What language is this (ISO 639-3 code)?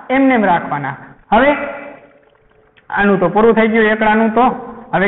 guj